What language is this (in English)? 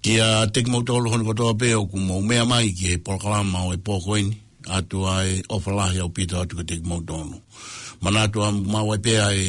Tongan